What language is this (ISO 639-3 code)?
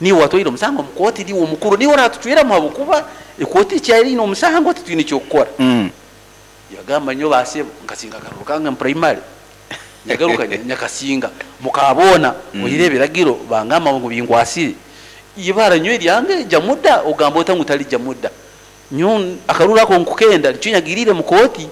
nyo